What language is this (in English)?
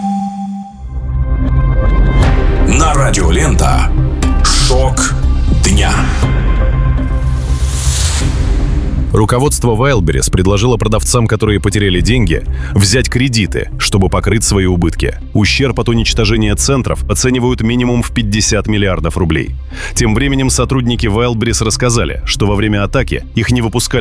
Russian